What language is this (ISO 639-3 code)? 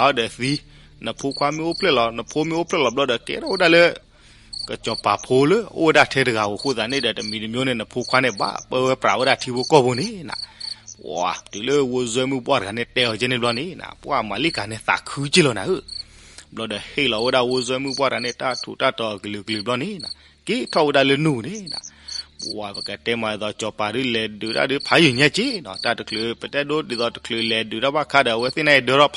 ksw